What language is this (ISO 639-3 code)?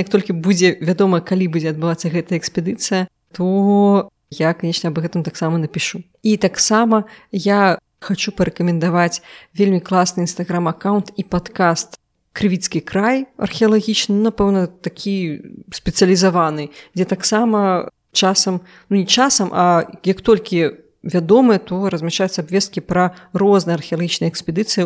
bel